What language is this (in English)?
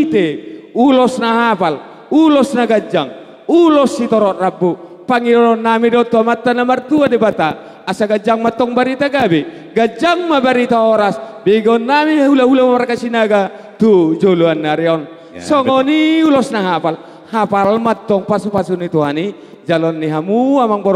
Batak Toba